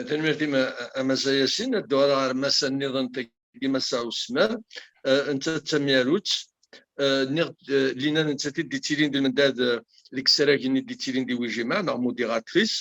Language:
Kabyle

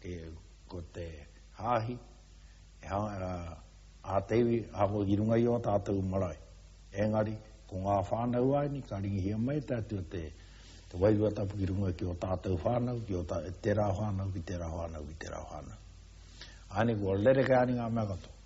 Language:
Māori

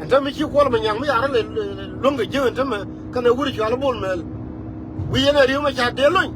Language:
Nuer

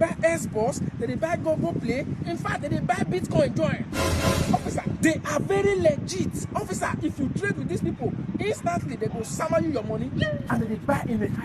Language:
Nigerian Pidgin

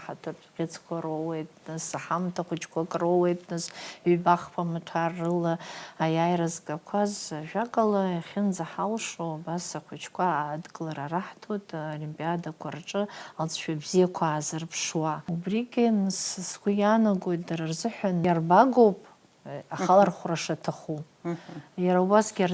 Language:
Abkhazian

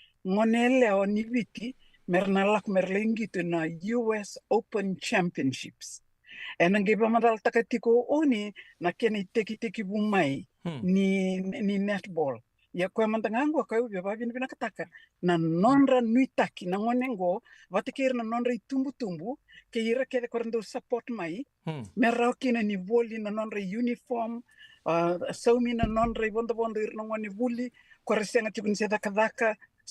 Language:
Fijian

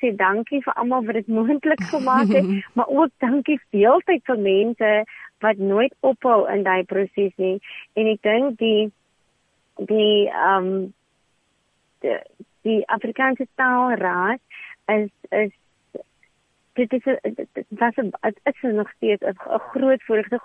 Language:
Afrikaans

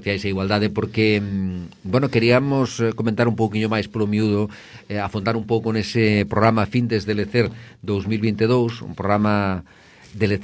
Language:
Galician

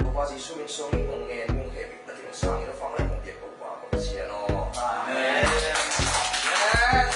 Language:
Tedim Chin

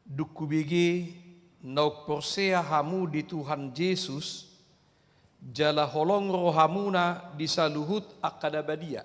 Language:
Batak Toba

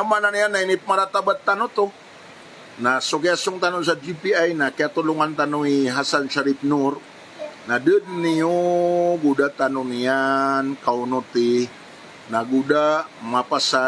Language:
Maranao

